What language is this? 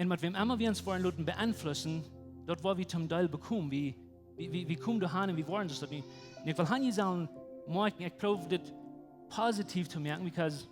Plautdietsch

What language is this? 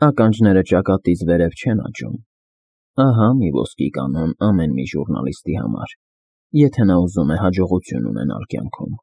Armenian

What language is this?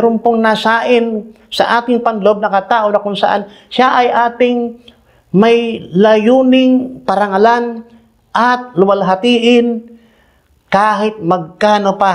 Filipino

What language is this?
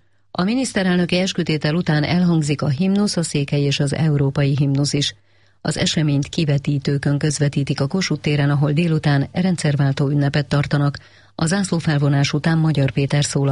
Hungarian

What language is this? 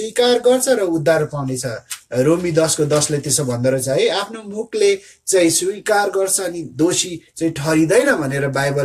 Nepali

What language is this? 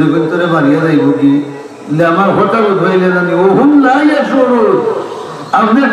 Sylheti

